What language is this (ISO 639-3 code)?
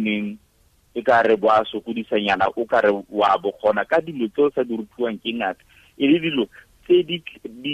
tsn